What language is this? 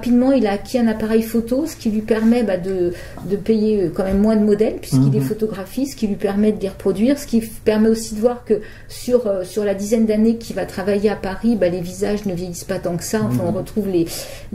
French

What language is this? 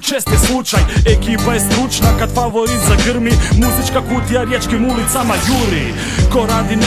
Croatian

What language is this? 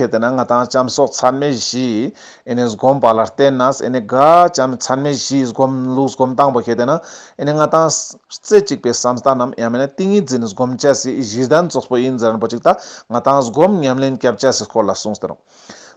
Ladakhi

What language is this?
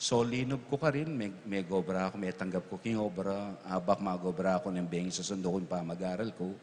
Pampanga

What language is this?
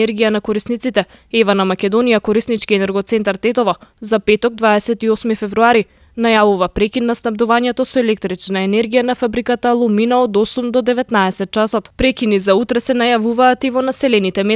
Macedonian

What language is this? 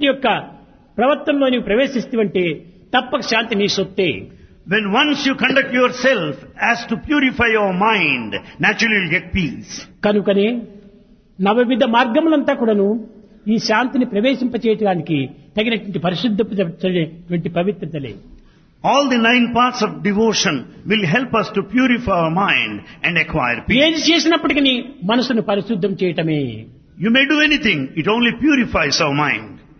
Telugu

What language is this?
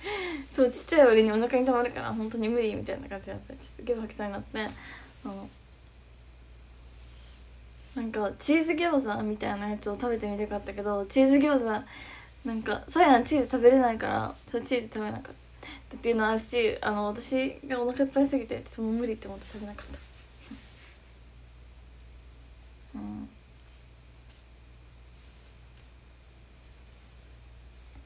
Japanese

